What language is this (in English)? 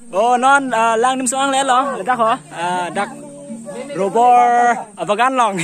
Karbi